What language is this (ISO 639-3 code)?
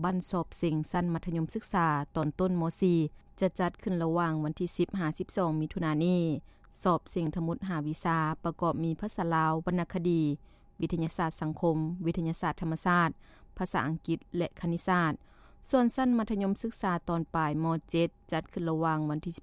lao